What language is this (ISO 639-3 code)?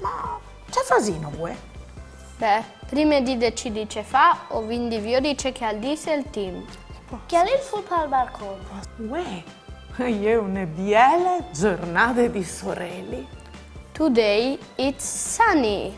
fur